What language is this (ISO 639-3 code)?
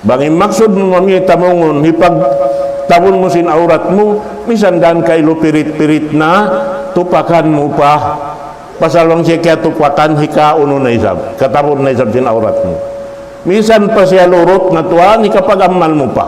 tsg